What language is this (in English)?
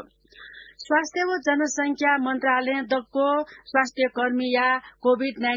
Newari